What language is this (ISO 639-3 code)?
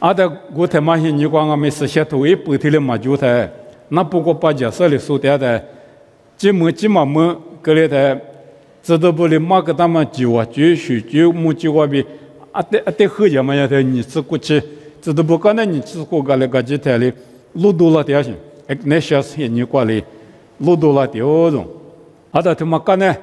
lis